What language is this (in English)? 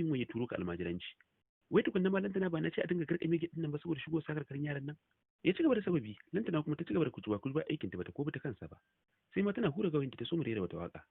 Hausa